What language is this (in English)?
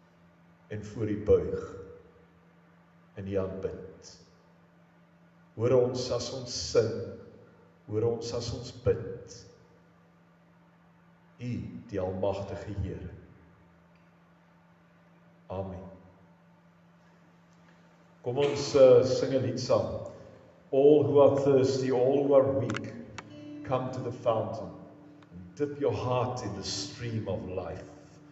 Afrikaans